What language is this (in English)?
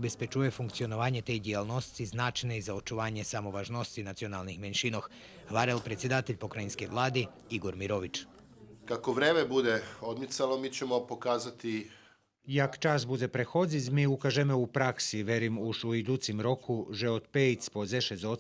Rusyn